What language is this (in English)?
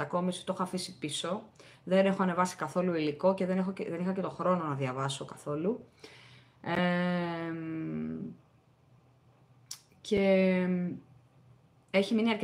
Greek